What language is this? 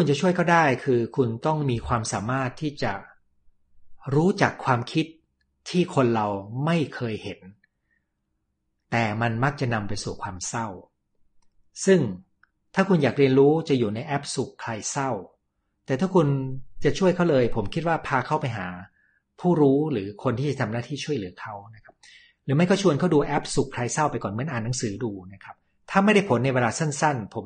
Thai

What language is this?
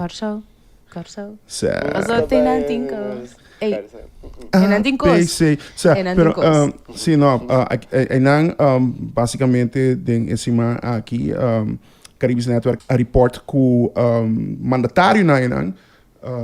Papiamento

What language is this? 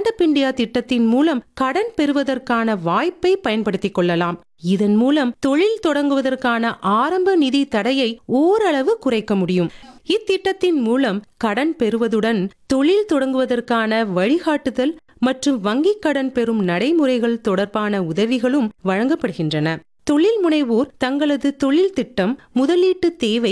Tamil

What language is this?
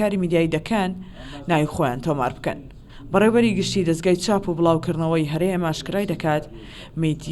Central Kurdish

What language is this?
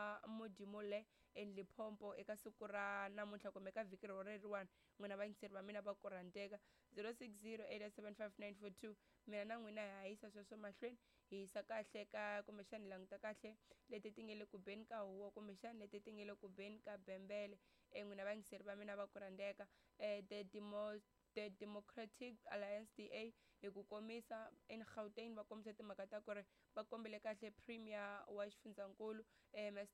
Tsonga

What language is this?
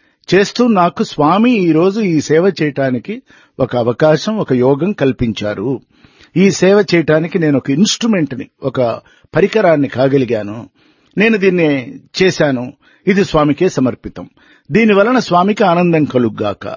Telugu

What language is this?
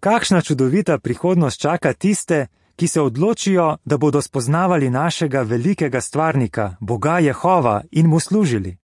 Slovenian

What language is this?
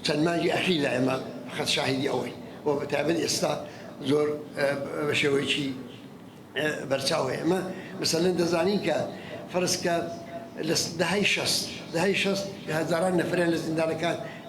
Central Kurdish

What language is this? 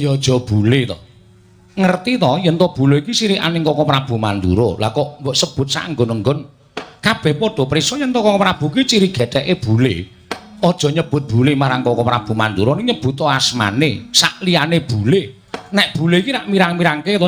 Javanese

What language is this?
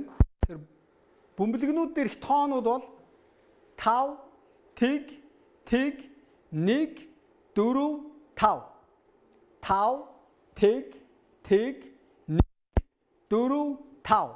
Mongolian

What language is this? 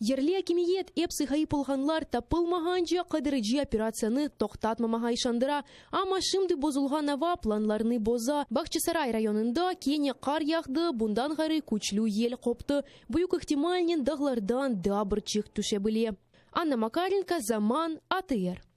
Crimean Tatar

